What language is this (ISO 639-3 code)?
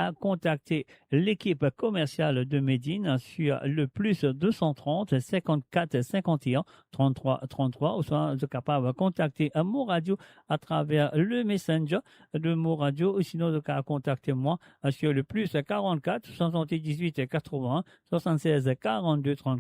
mfe